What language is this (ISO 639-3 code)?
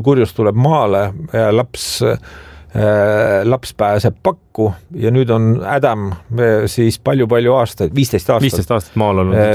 est